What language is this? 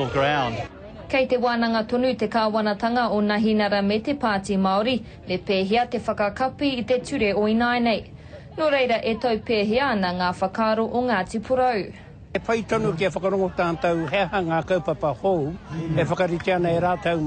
Māori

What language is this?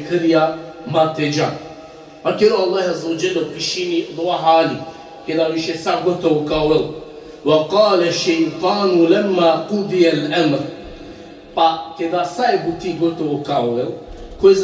Balkan Romani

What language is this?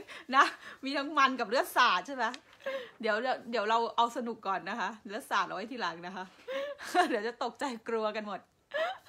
Thai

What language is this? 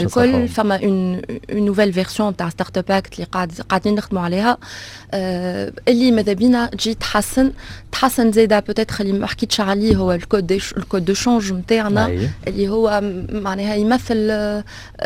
Tunisian Arabic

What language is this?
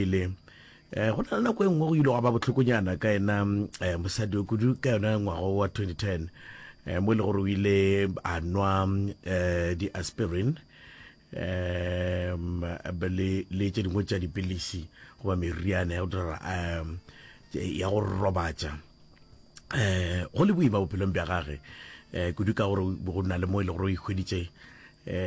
Northern Sotho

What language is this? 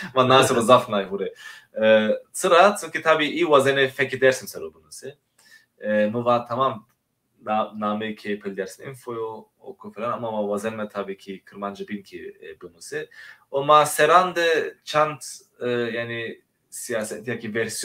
Zaza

